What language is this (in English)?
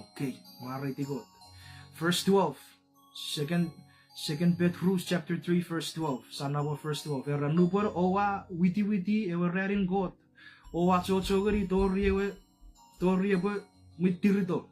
Chuukese